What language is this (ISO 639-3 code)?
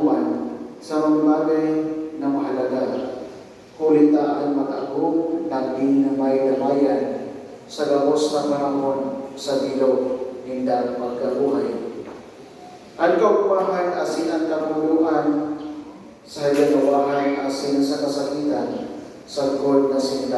bik